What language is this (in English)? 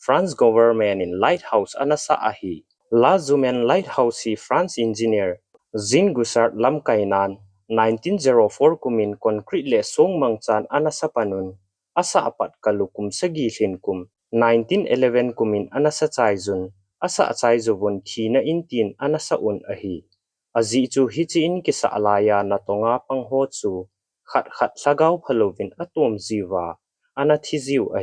Thado Chin